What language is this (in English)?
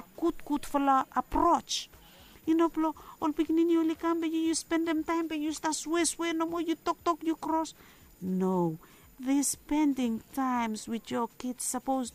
Bislama